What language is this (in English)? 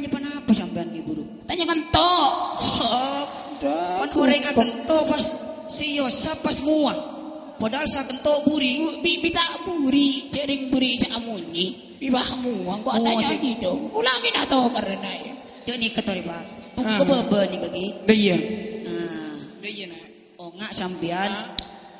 Madurese